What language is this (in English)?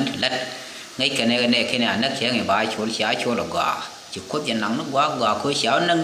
Nuer